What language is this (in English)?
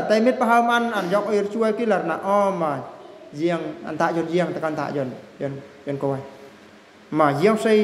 Eastern Bru